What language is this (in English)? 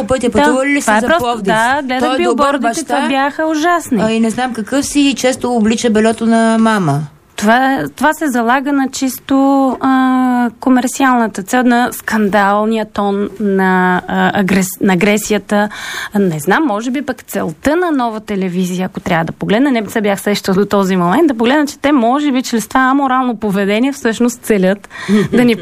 Bulgarian